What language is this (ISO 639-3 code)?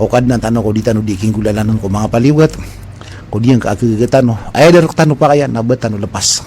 mrw